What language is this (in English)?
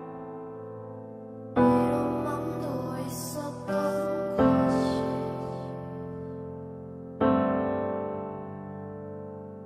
Korean